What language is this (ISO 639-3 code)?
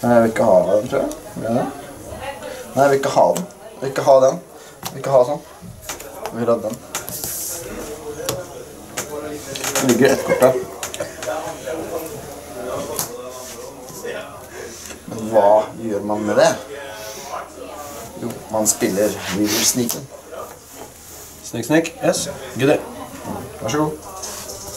nor